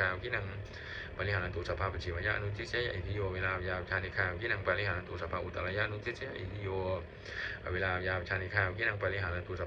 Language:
Pali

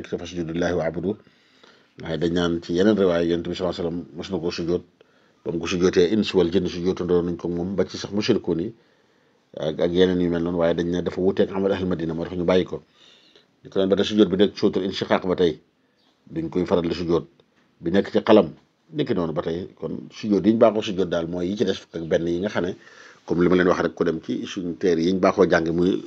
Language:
Wolof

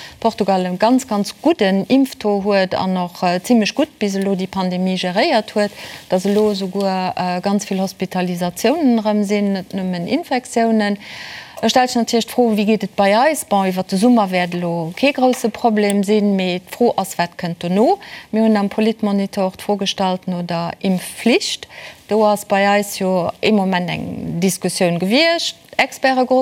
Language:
Luxembourgish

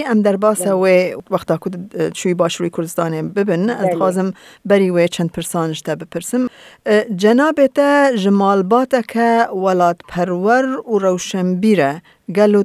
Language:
Kurdish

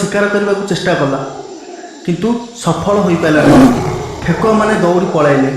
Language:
Odia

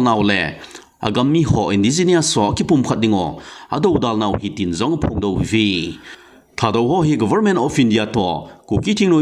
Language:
Thado Chin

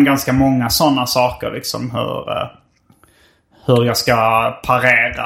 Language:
Swedish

